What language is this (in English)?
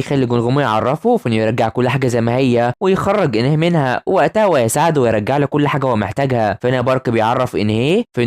Egyptian Arabic